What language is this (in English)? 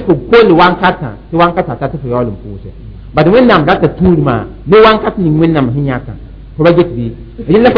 Mossi